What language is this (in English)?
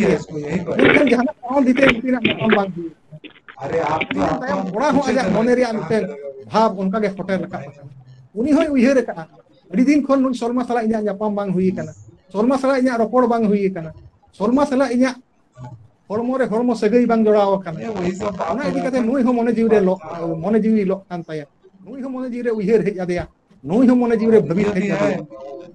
Santali